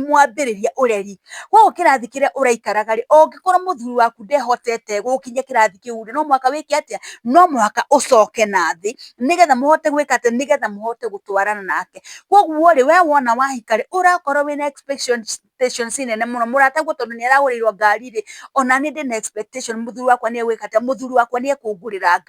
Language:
Kikuyu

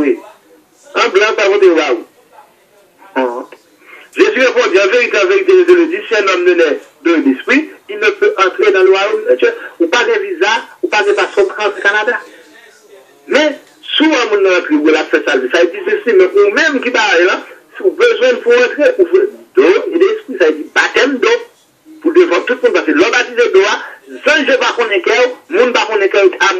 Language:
French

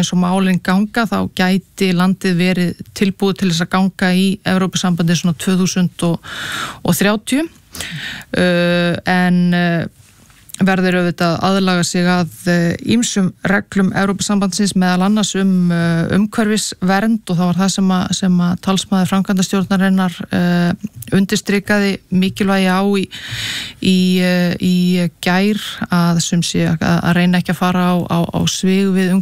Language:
Icelandic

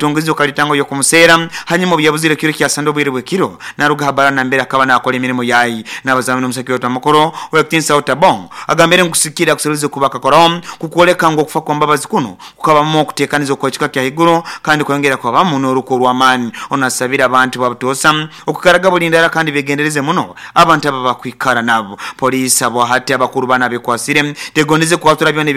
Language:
Nyoro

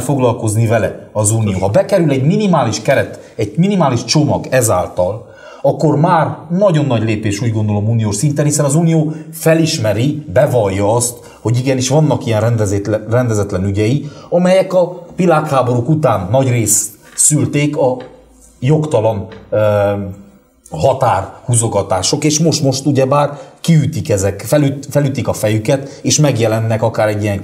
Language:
Hungarian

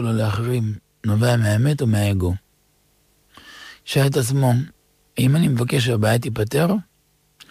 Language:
Hebrew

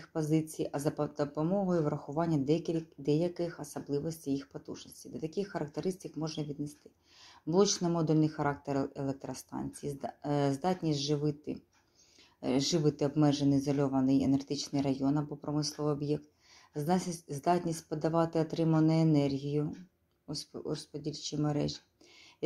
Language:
Ukrainian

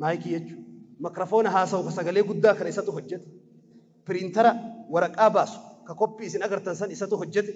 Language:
Oromo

